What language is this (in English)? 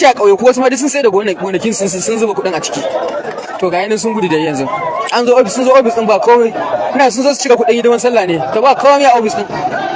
Hausa